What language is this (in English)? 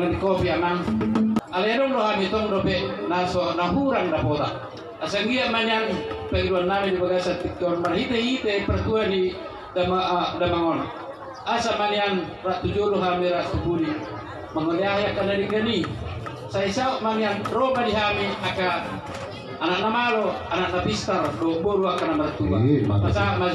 Batak Toba